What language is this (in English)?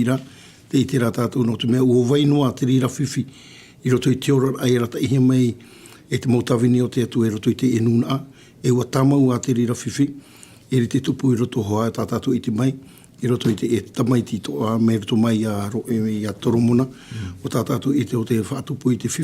Tahitian